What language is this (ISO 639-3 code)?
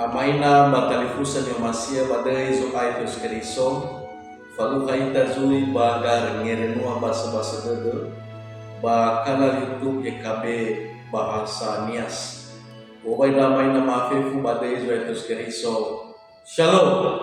nia